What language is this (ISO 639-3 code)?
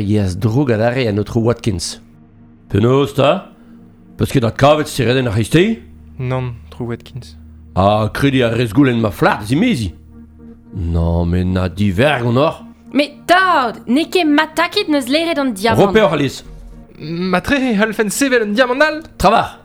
bre